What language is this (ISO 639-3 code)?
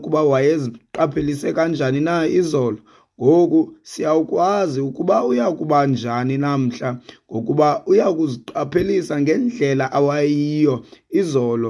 xho